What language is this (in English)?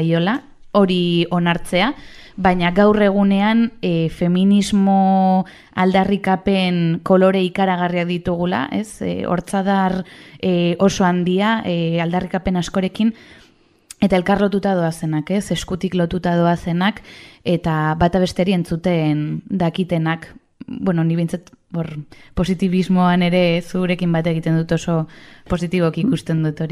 Basque